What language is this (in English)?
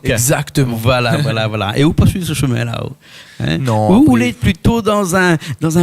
Réunion Creole French